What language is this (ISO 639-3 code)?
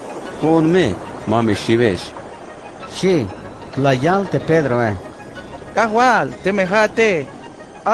tzh